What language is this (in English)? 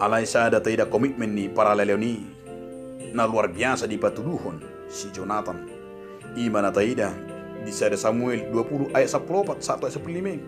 Batak Toba